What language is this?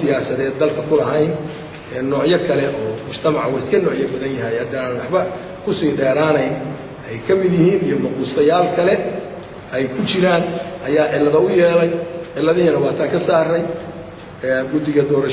Somali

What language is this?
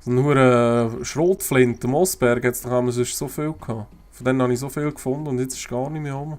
Swiss German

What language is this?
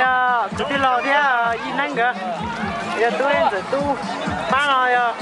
Hmong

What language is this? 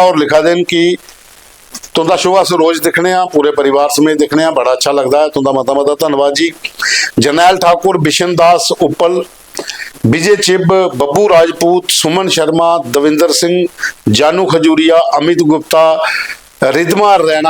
Dogri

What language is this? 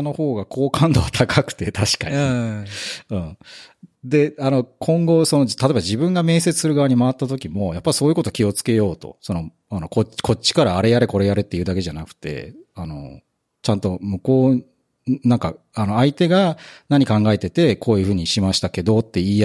Japanese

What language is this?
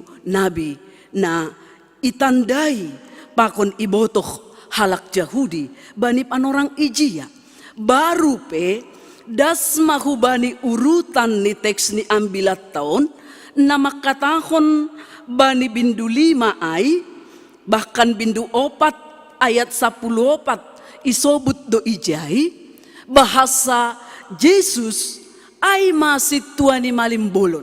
Batak Simalungun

